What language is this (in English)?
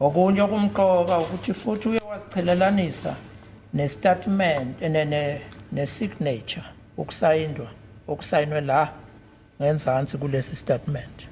Zulu